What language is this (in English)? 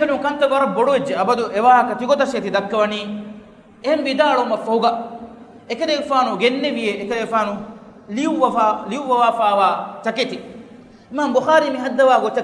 Divehi